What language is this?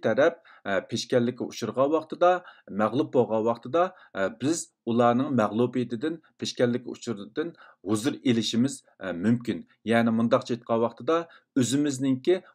Uyghur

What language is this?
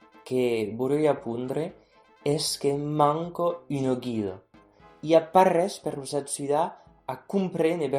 Occitan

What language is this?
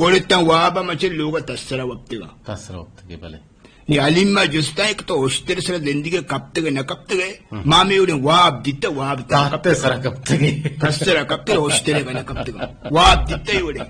Eastern Balochi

